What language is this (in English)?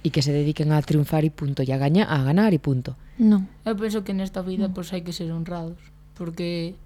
Galician